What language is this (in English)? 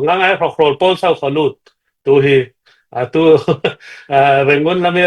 Falam Chin